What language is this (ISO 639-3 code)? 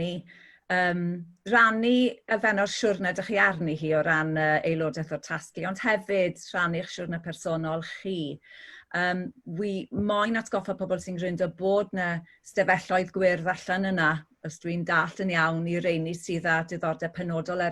cym